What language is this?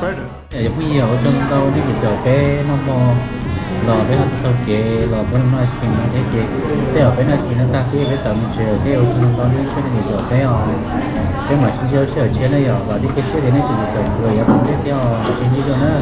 Hmong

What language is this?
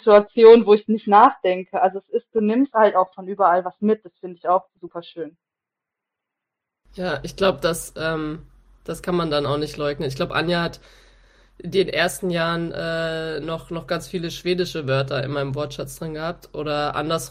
German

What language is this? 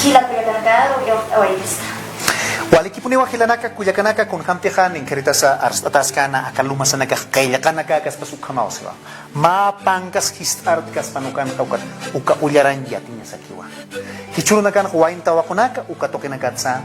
Aymara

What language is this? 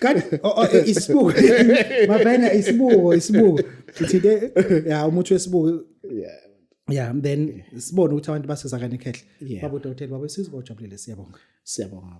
Zulu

